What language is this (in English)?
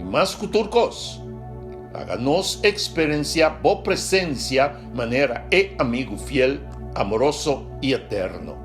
Papiamento